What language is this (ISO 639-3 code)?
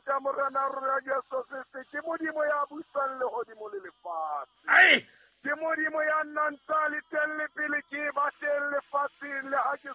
sot